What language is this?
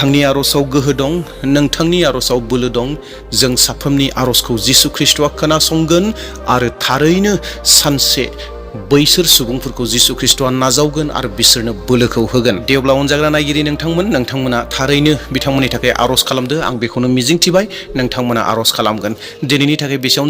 Bodo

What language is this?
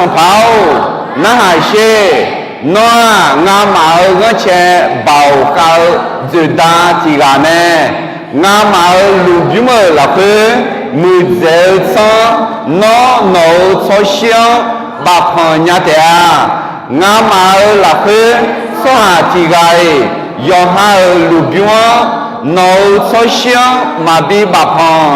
Akha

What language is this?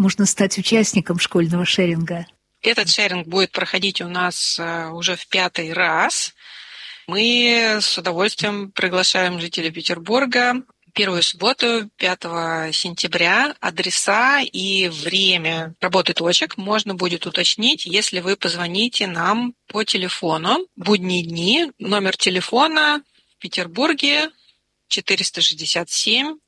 Russian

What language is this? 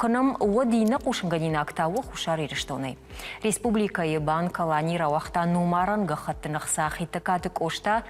Ossetic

